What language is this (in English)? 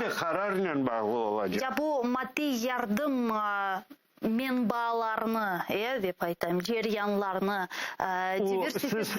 Crimean Tatar